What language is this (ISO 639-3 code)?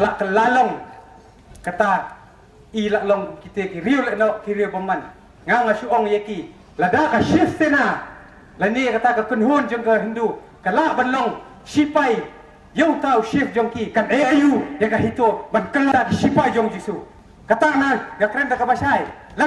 kha